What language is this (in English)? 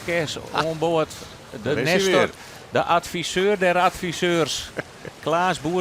Western Frisian